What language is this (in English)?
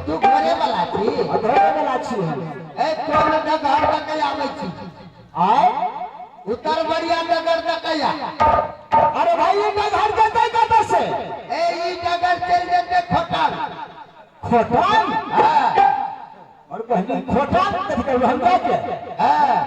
Maithili